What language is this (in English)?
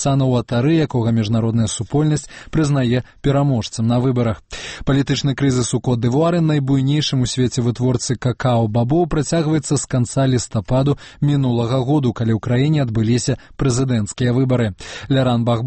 Belarusian